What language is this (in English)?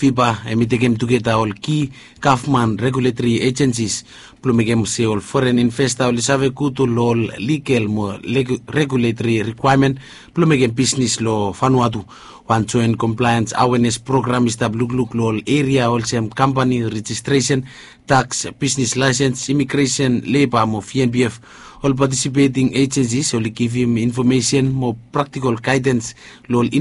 Bislama